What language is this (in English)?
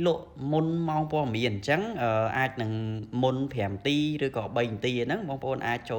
Khmer